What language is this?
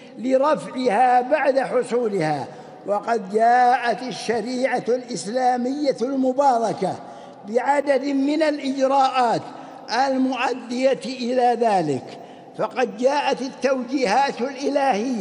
Arabic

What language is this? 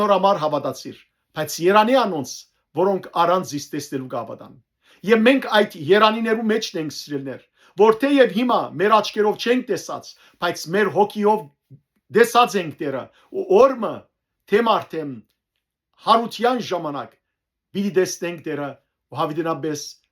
Western Armenian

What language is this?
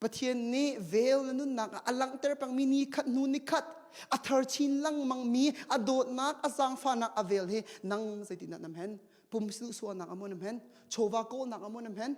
Hakha Chin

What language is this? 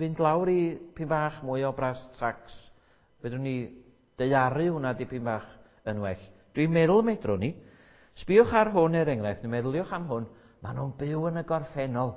Welsh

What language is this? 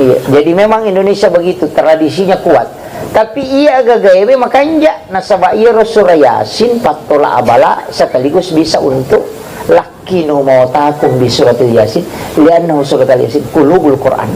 Buginese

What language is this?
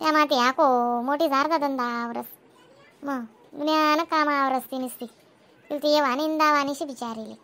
Khandesi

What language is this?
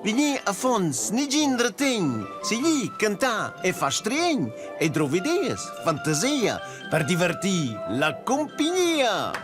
Romansh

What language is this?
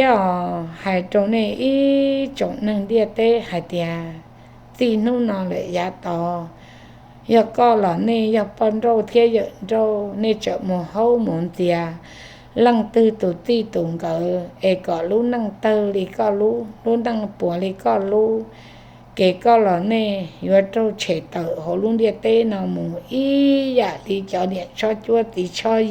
Hmong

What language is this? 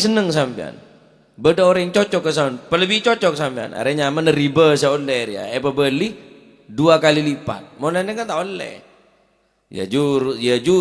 Madurese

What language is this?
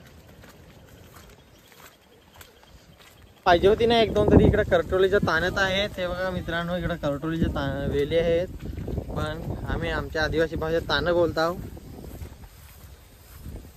Marathi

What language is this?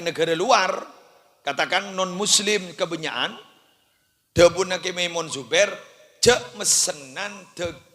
Madurese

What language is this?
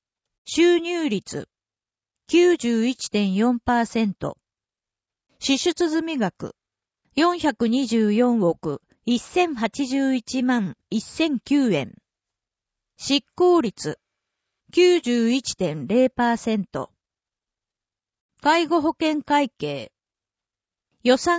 Japanese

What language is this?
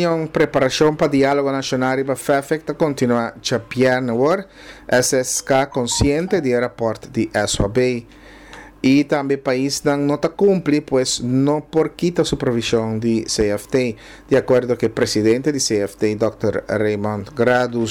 Papiamento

